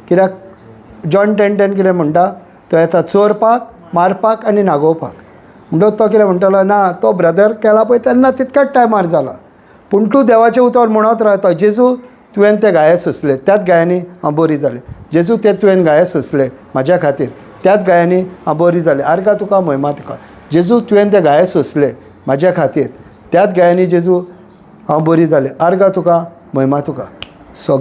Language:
Konkani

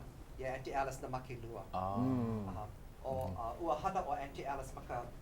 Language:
Hawaiian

